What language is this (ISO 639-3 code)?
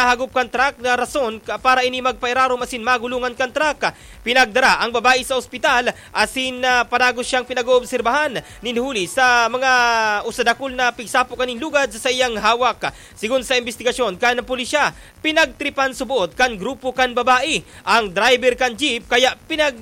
bik